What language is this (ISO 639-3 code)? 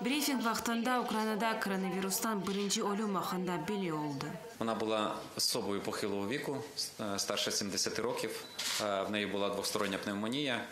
crh